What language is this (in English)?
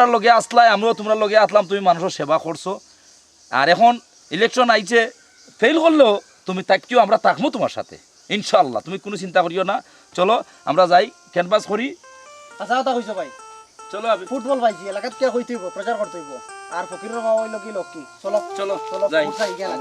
Sylheti